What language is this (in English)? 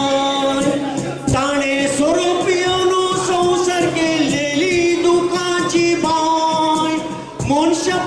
Konkani